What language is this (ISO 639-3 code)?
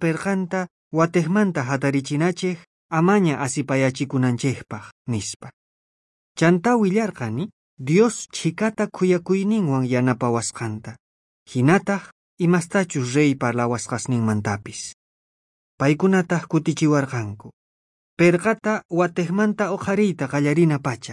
quh